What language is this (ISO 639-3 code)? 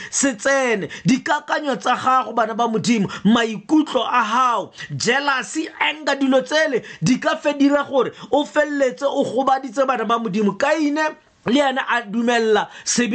tsn